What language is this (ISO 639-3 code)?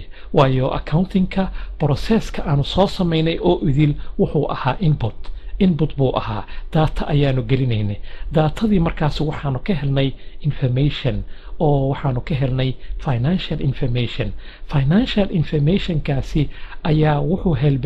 som